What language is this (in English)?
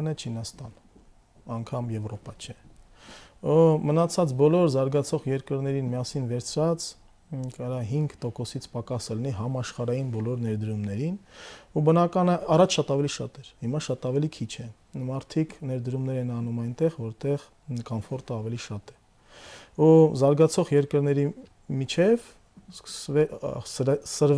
Armenian